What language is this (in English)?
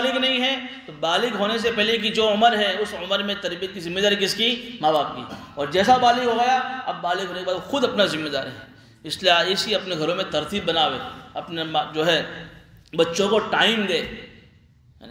Urdu